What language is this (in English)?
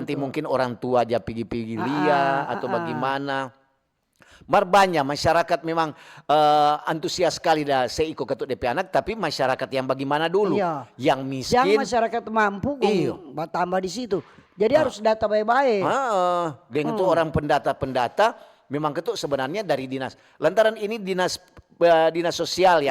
Manado Malay